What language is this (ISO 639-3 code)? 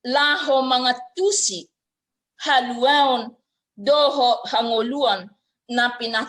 bbc